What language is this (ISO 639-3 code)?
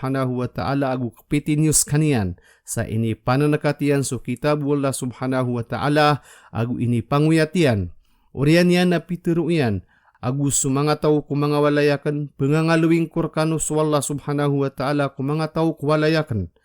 mrw